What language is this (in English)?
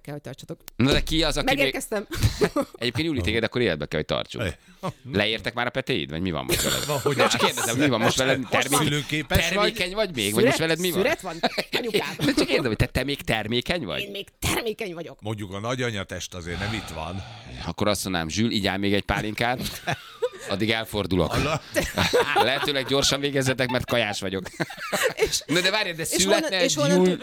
Hungarian